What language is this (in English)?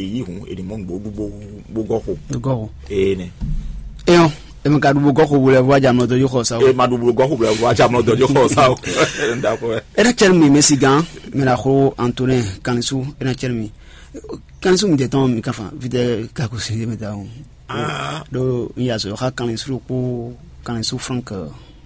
Fon